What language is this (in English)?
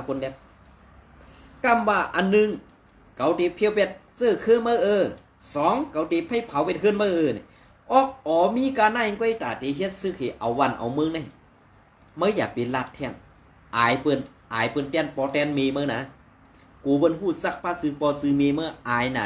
Shan